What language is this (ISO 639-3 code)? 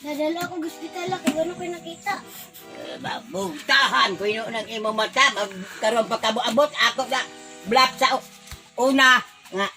ceb